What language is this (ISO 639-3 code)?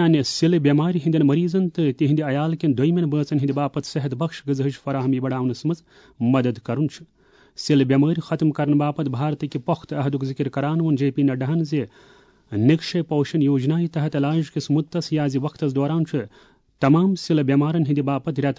kas